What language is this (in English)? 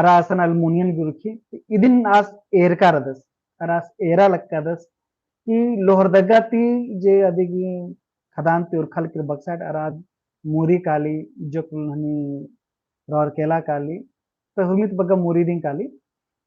Kurukh